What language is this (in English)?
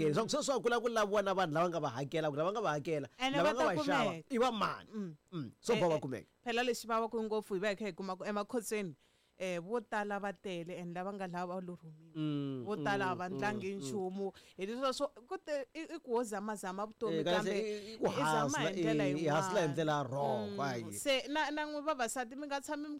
Tsonga